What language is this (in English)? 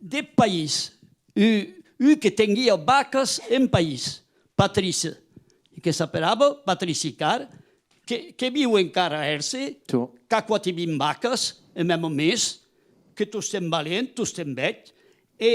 Occitan